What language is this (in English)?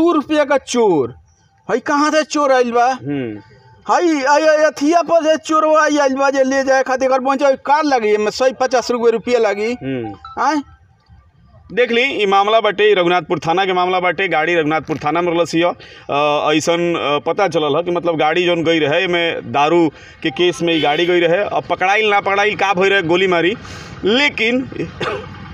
Bhojpuri